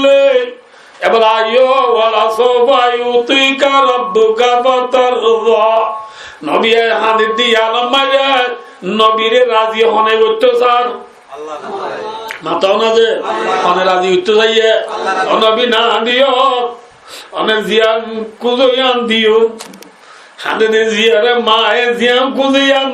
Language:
Rohingya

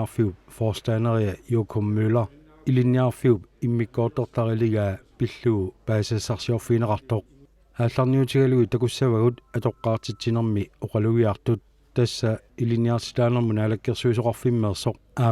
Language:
Kalaallisut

